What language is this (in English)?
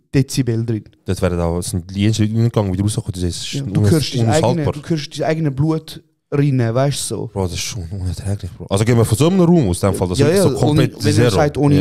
Swiss German